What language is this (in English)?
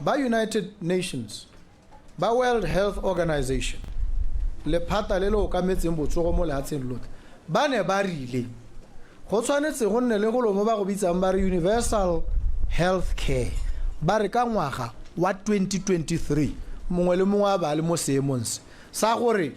Tswana